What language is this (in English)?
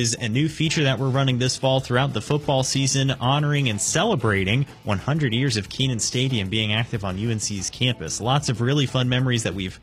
English